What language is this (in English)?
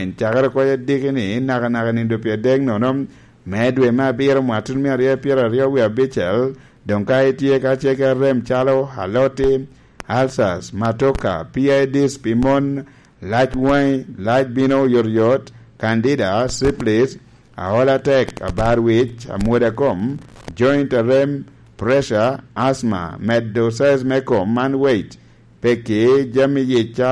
Lango (Uganda)